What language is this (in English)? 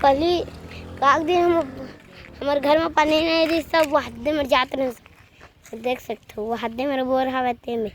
Chhattisgarhi